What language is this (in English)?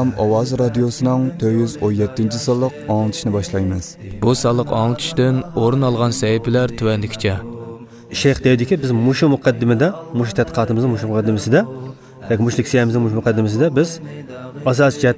Uyghur